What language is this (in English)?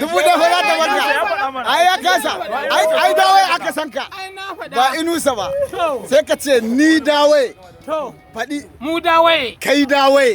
Hausa